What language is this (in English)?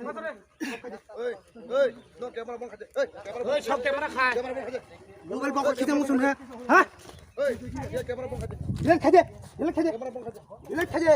Kok Borok